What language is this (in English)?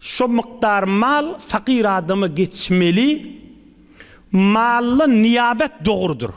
Turkmen